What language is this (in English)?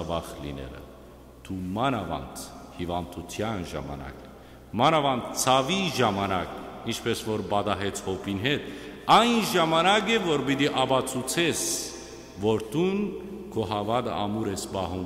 Western Armenian